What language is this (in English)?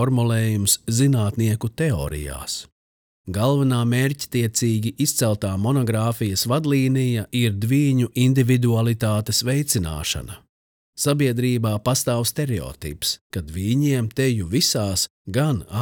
Latvian